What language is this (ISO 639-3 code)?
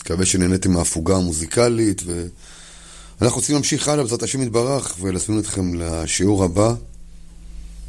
heb